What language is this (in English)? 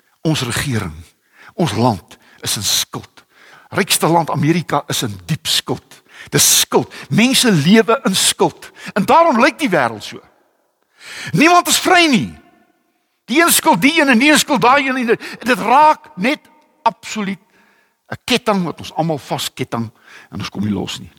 Afrikaans